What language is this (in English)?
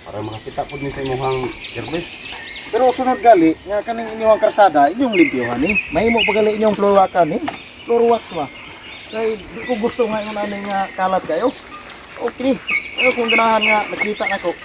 Cebuano